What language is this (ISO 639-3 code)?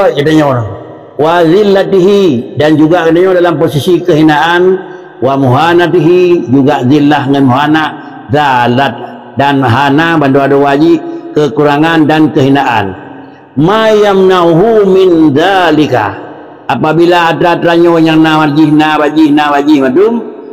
ace